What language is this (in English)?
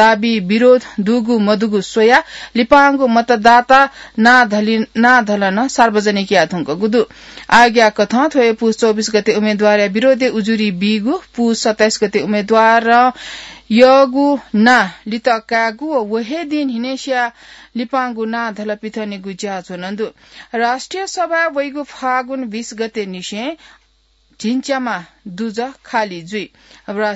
Newari